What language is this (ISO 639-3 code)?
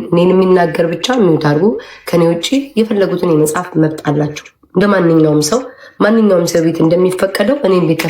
amh